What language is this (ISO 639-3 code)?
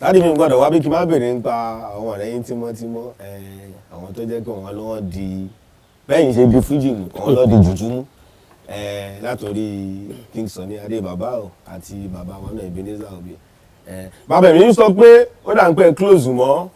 yor